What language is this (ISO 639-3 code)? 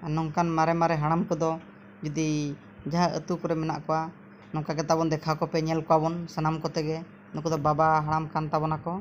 sat